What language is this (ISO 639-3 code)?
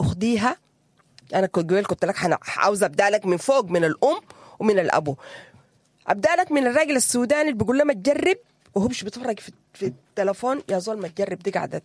apd